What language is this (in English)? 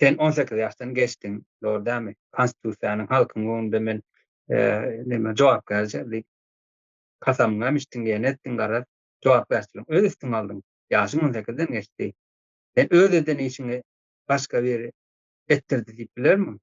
Turkmen